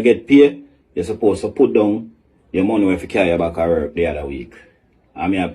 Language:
Jamaican Creole English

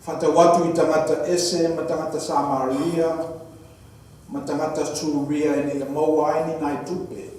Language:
Samoan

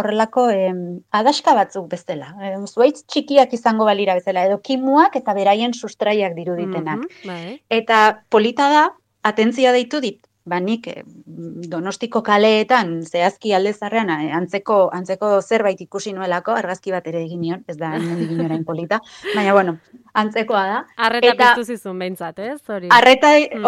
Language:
Basque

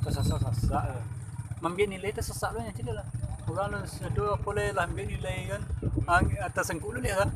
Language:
Minangkabau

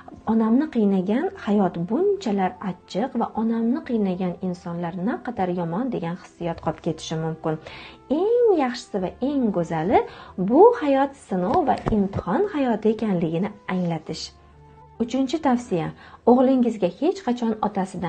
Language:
Uzbek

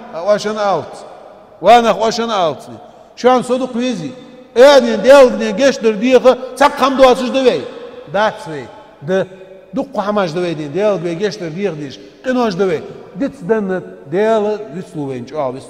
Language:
Ingush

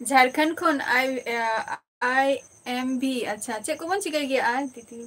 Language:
Santali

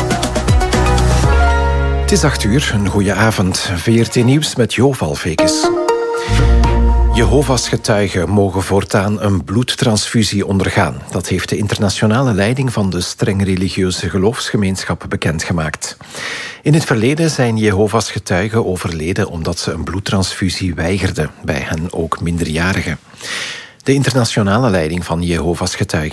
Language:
Dutch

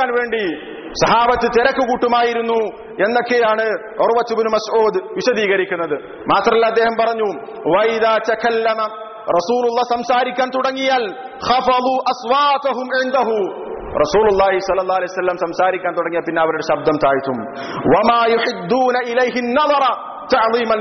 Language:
Malayalam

